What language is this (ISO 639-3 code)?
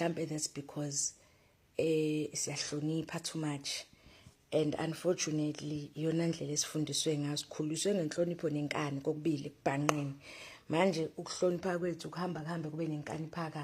zul